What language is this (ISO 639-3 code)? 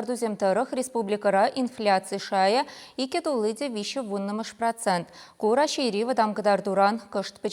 chv